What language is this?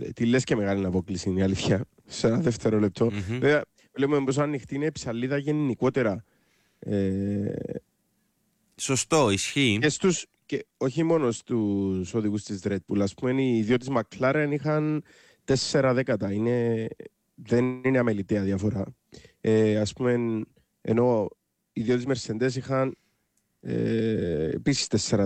Greek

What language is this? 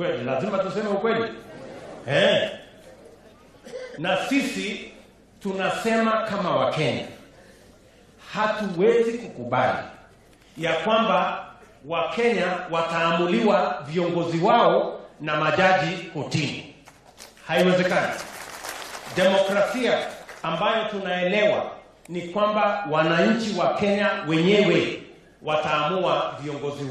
Swahili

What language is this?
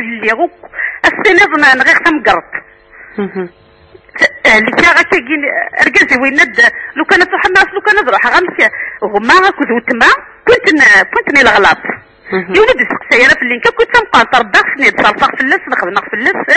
Kabyle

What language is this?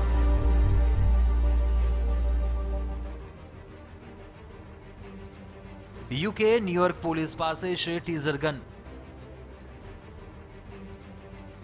Gujarati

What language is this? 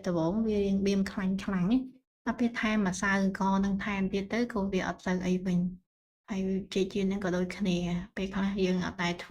Khmer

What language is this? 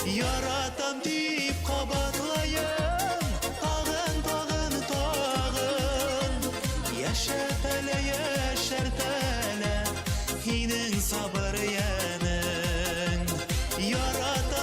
Bashkir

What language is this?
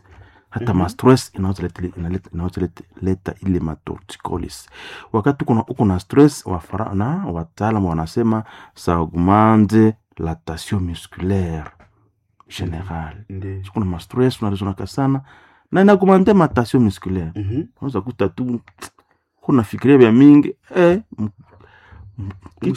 Swahili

